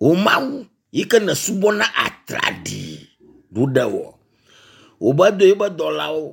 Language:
Ewe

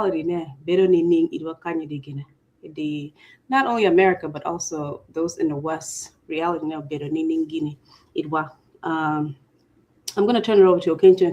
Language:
Acoli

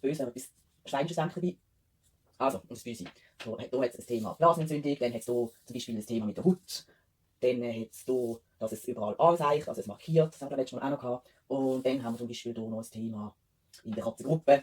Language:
Swiss German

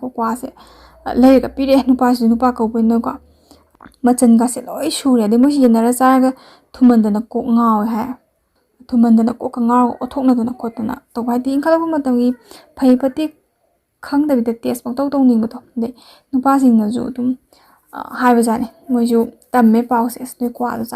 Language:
Manipuri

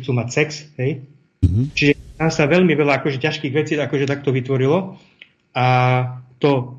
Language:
Slovak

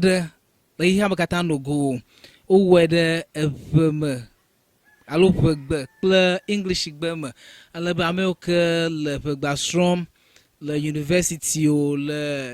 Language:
Ewe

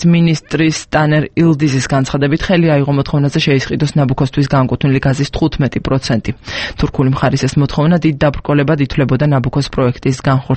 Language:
Georgian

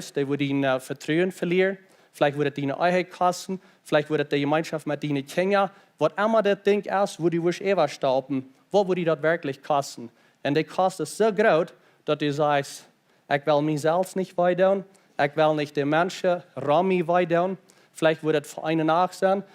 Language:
Plautdietsch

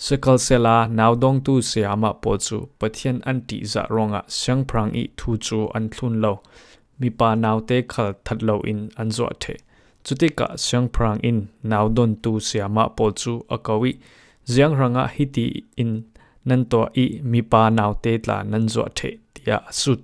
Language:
Falam Chin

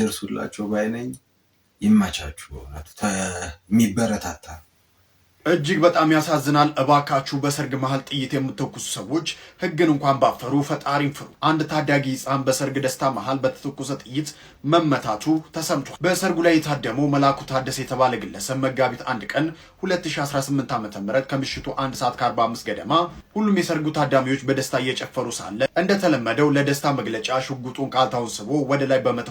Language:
Amharic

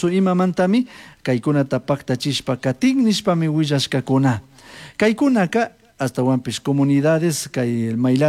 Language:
Chimborazo Highland Quichua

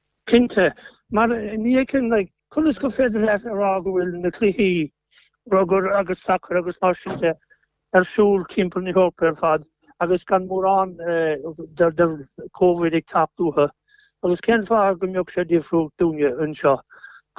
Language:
Irish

